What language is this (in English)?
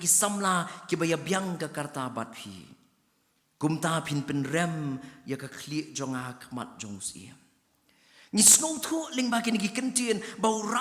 Khasi